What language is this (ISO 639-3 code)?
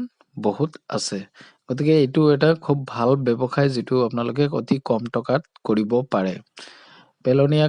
asm